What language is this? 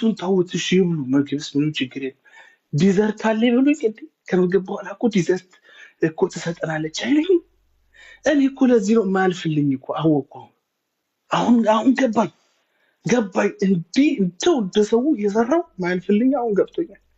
Amharic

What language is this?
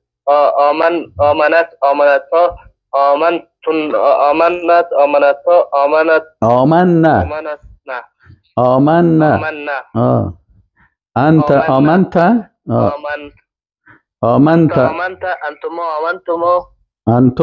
Persian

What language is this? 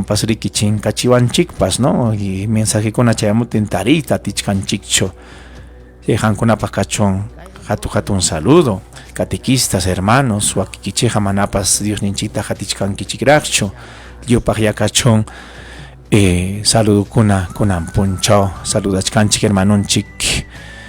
Ayacucho Quechua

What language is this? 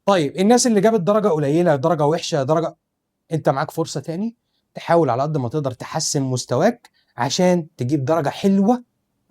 Egyptian Arabic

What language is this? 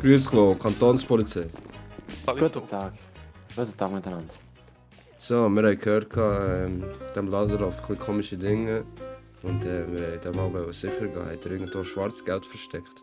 Swiss German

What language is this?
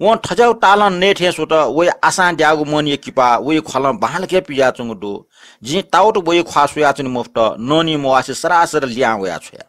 Newari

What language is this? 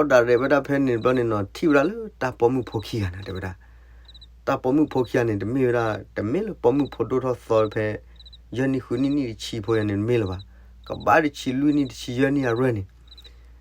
S'gaw Karen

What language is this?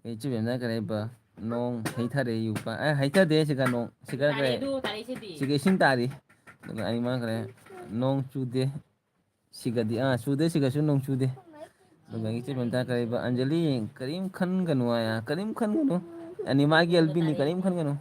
Manipuri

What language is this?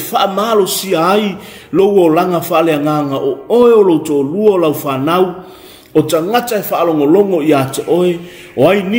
Samoan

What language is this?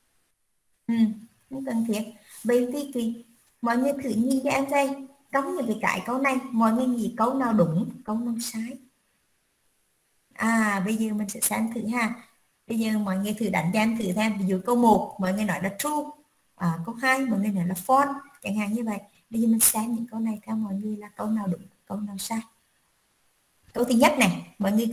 Vietnamese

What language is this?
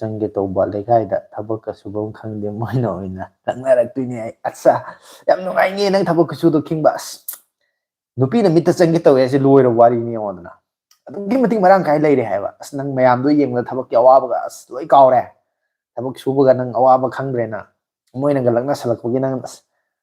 Manipuri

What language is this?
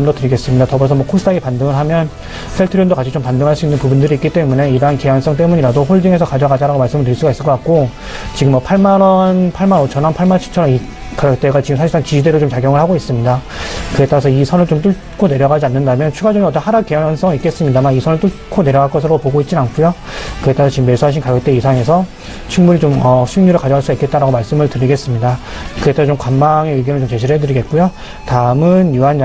Korean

